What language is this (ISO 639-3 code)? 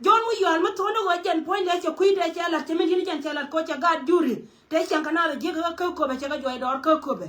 nus